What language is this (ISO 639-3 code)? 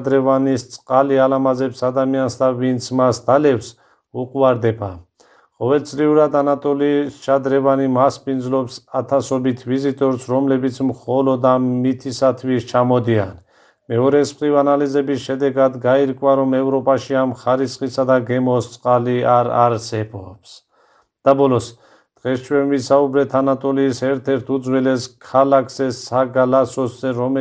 kat